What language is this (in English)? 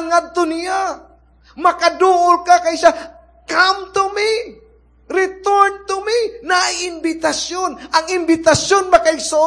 Cebuano